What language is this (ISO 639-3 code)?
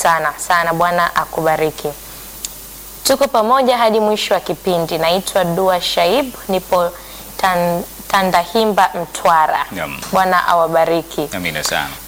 swa